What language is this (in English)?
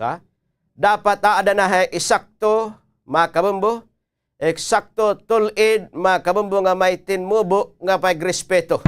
Waray